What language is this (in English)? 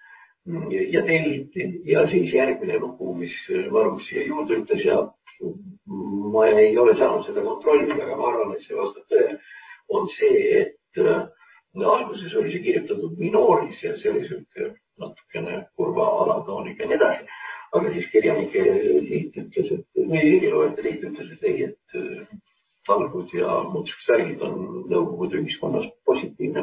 Estonian